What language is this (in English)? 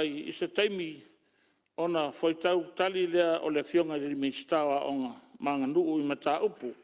Samoan